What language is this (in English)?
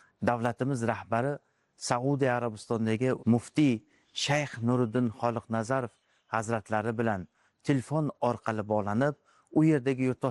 Uzbek